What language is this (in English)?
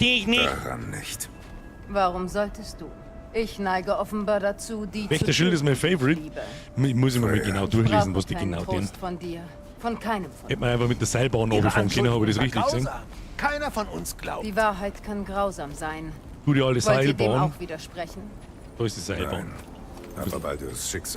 Bavarian